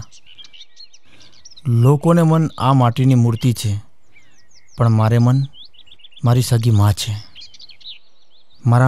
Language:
Gujarati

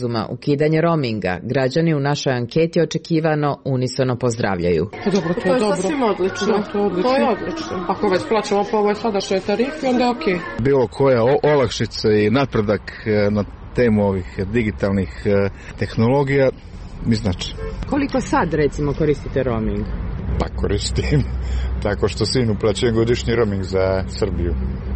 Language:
Croatian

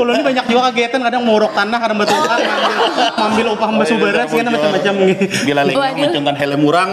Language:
Banjar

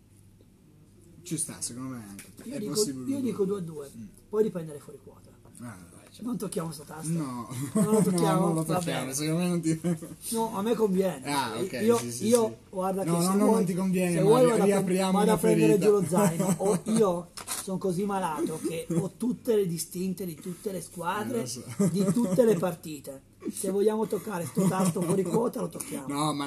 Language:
Italian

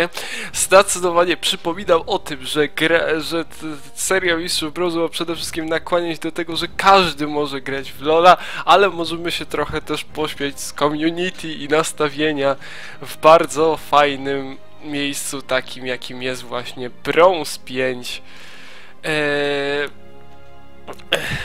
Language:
Polish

